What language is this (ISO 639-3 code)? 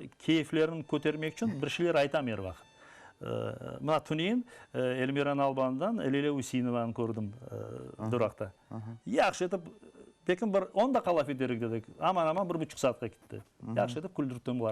crh